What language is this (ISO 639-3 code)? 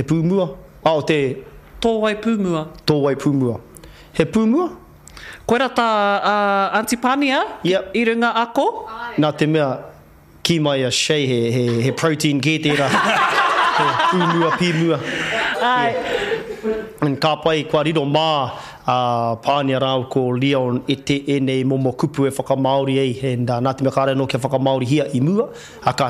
mri